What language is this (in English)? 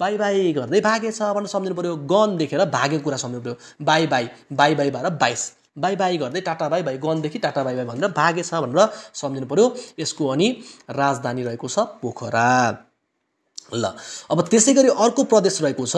Nepali